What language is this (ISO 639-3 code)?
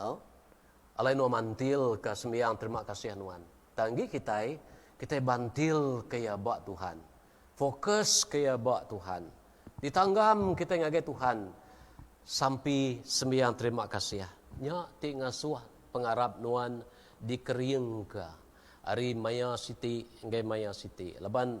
iba